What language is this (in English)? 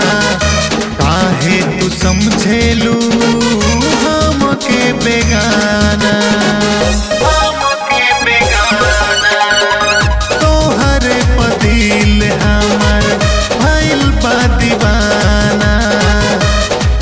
Bhojpuri